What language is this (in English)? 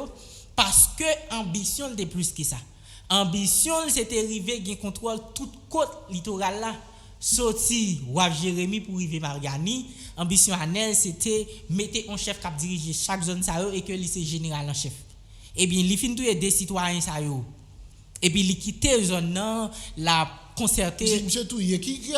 Haitian Creole